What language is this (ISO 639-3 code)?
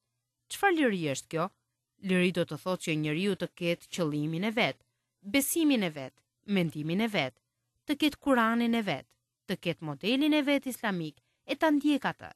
sqi